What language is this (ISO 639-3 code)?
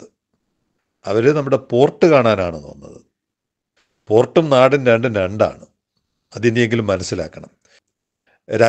mal